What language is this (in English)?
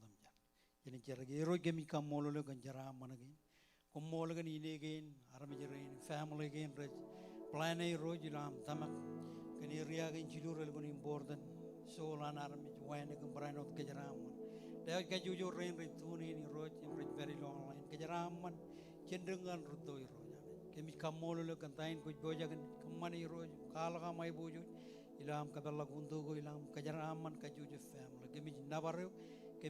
Marshallese